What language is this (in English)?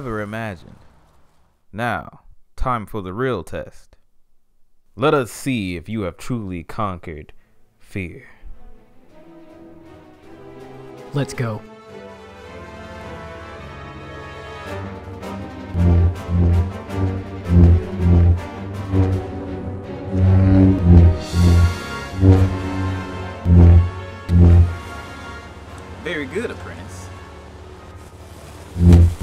English